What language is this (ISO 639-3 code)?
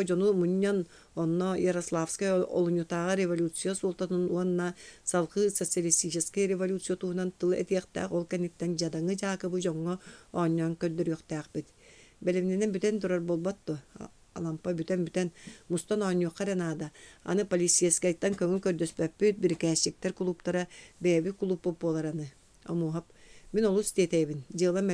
sah